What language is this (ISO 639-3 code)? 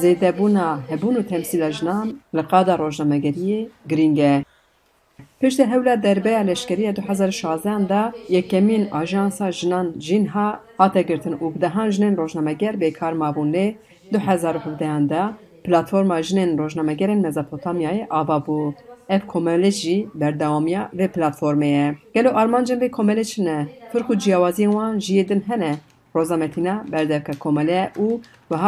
kur